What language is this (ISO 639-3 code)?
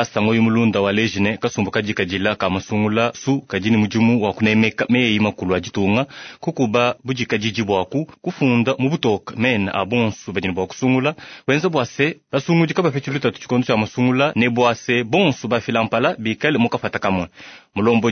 lua